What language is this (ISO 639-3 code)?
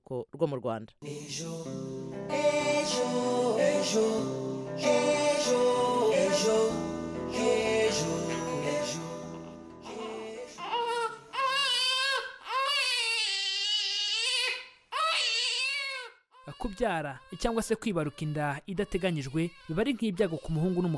kin